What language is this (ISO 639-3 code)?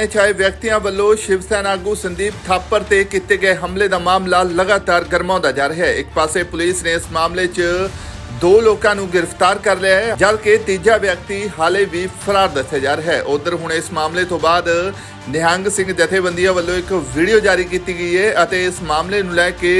pan